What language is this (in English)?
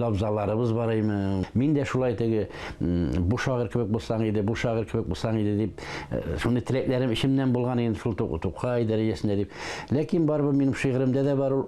Tatar